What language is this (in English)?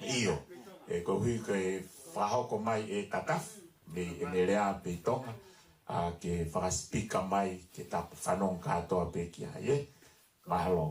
Tongan